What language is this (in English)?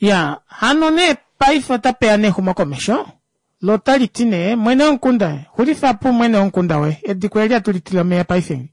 Kuanyama